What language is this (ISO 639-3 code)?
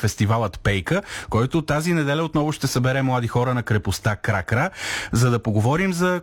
bul